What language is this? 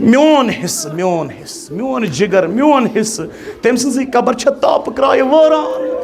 Kashmiri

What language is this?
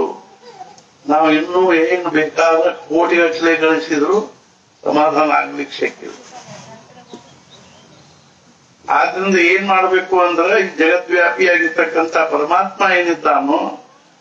Kannada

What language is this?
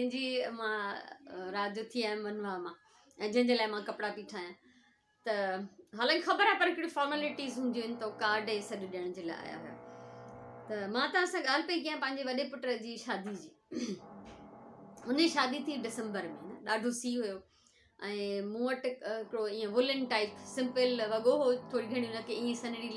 Sindhi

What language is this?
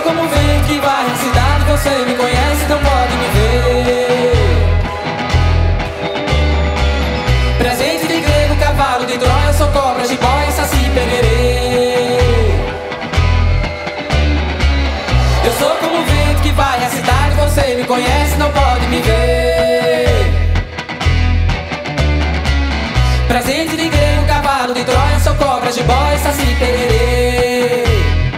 Portuguese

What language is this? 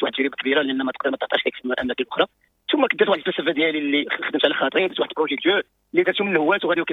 Moroccan Arabic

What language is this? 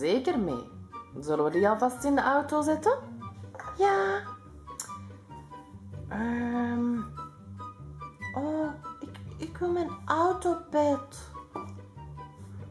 Dutch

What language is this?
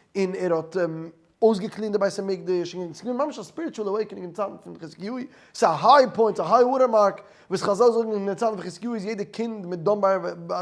Yiddish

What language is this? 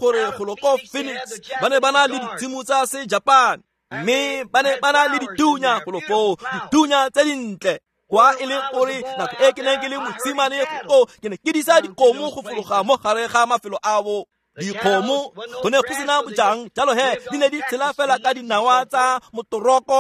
Tswana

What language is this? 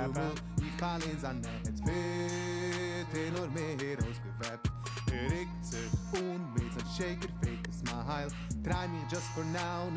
Yiddish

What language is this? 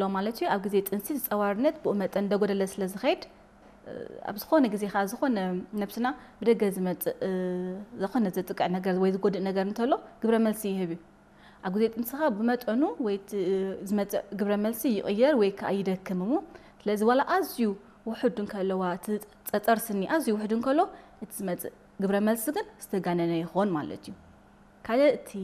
Tigrinya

